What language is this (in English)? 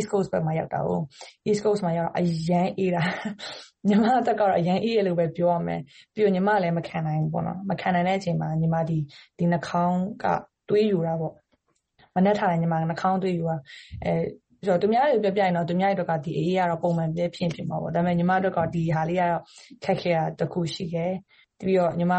Burmese